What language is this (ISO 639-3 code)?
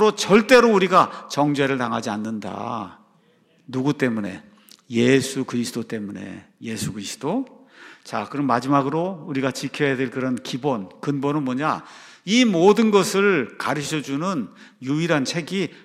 kor